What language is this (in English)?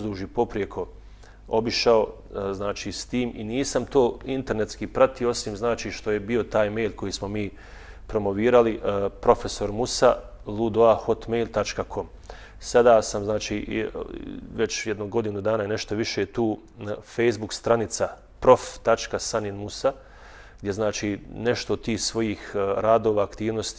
Bosnian